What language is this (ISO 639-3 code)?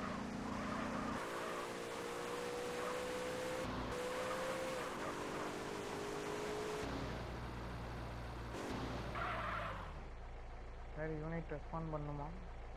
tam